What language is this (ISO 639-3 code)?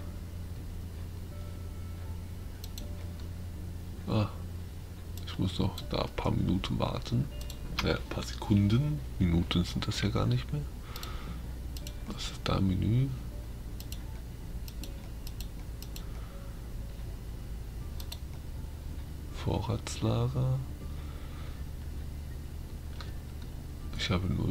deu